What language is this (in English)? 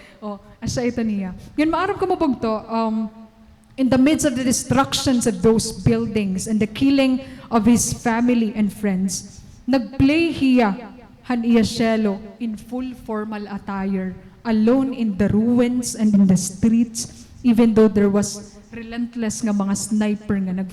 Waray